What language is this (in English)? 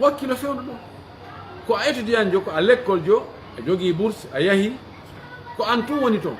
Pular